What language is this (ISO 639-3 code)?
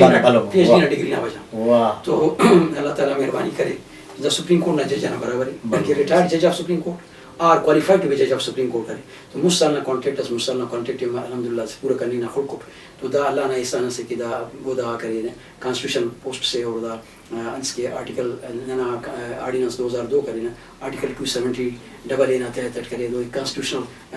brh